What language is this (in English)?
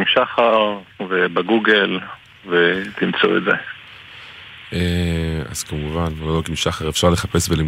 Hebrew